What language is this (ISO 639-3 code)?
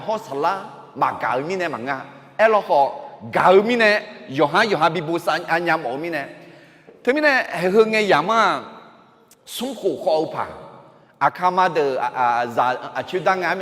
ahk